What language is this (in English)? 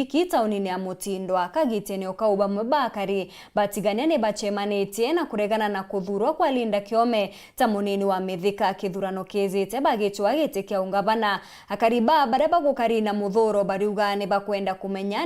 Meru